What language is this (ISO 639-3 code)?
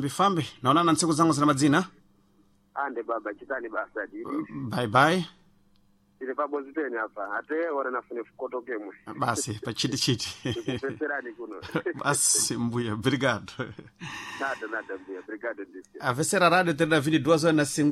seh